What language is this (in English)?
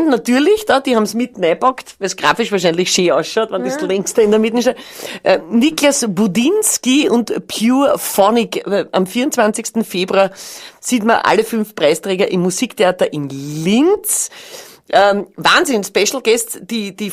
Bavarian